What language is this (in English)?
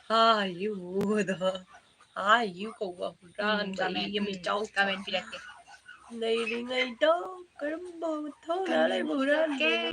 Manipuri